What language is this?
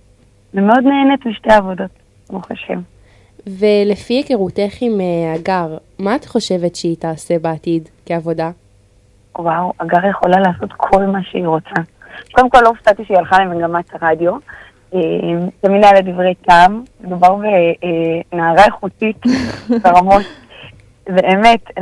Hebrew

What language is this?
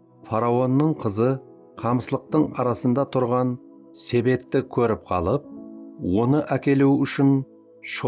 Kara-Kalpak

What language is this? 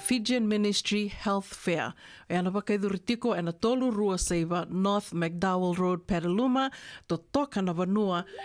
Fijian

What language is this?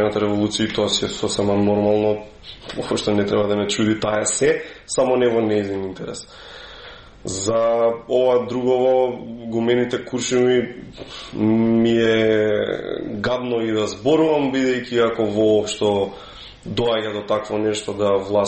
Macedonian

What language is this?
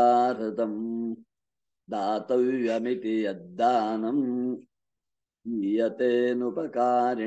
Sanskrit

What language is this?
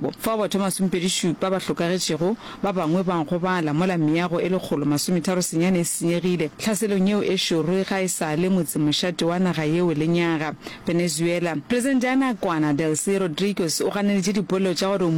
Northern Sotho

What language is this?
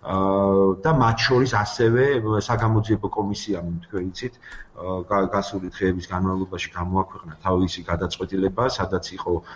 Georgian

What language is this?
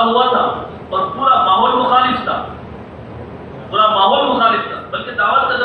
Urdu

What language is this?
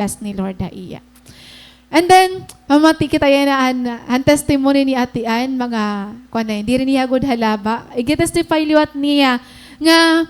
Waray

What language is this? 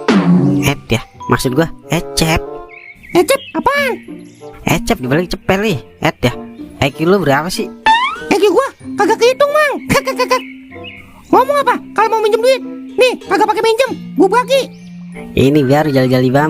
Betawi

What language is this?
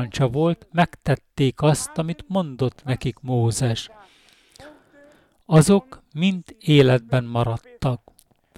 Hungarian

